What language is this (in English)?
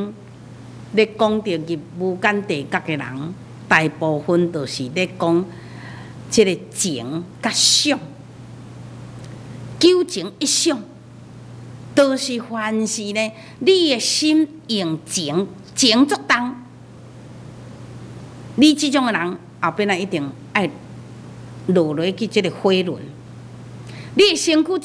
Min Nan Chinese